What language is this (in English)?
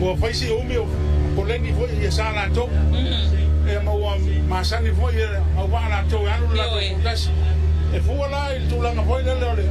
Samoan